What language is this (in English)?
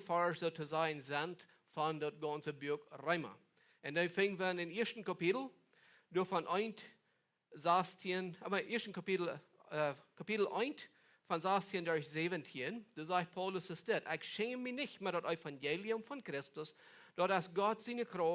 Plautdietsch